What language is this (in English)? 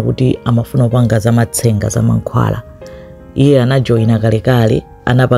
Nyanja